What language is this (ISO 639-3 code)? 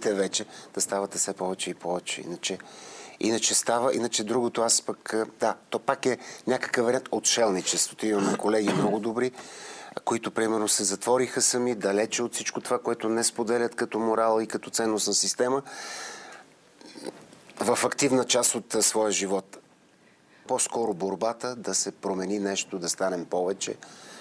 bul